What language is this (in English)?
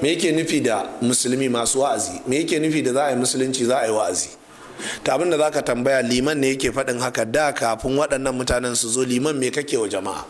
Hausa